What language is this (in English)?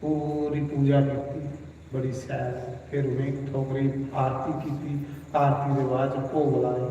Dogri